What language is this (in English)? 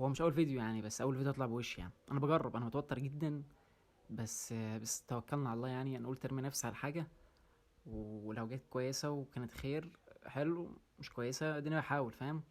Egyptian Arabic